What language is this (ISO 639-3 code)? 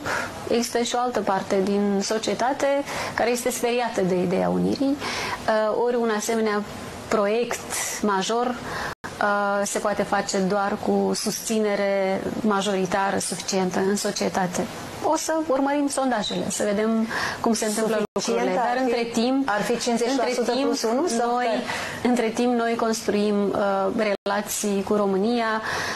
ron